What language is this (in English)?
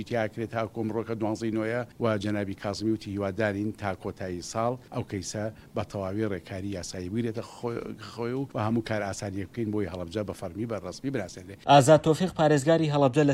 Central Kurdish